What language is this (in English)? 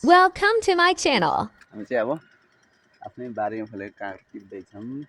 Nepali